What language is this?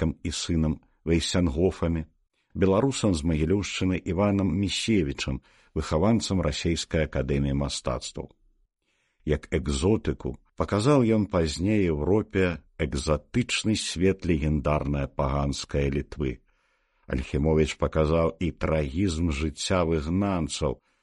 Belarusian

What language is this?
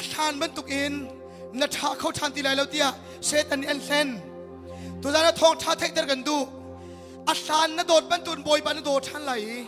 Hakha Chin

